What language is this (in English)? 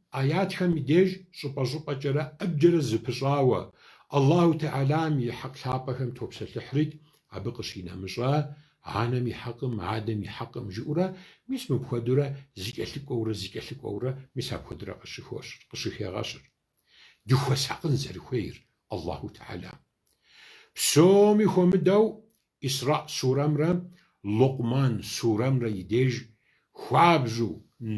Kabardian